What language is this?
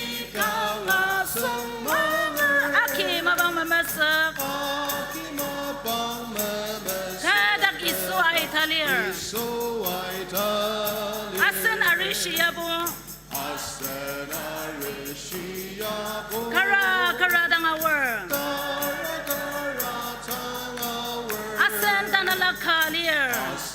Ao Naga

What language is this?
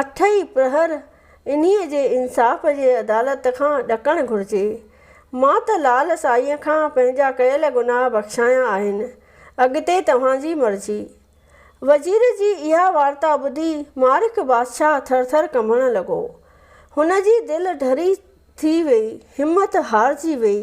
Sindhi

